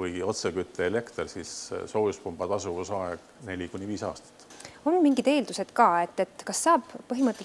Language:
Estonian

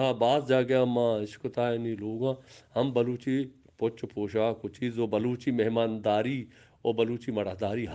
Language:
Eastern Balochi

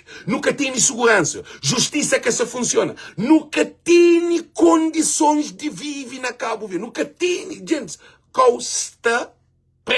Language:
Kabuverdianu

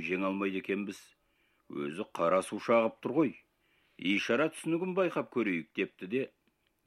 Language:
Kazakh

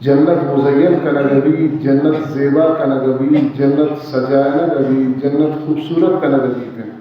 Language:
Baluchi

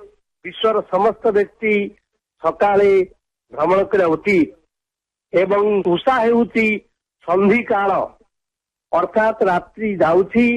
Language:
Odia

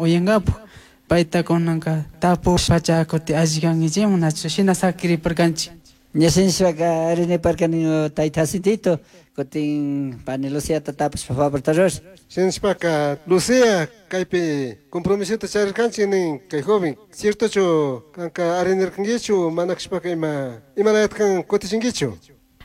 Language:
Chimborazo Highland Quichua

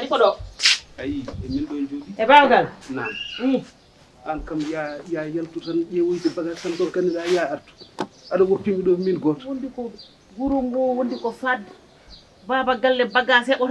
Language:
Fula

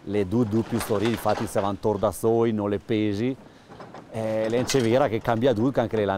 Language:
Ladin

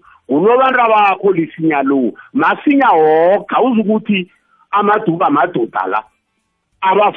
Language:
South Ndebele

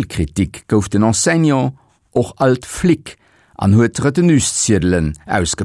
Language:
Luxembourgish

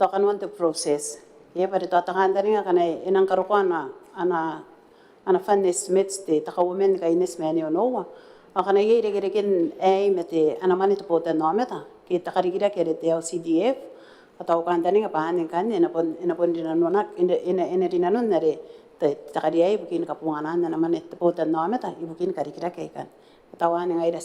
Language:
Gilbertese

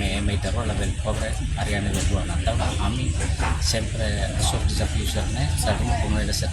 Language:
Tetum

